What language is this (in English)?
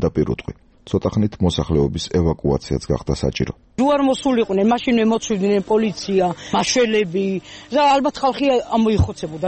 Georgian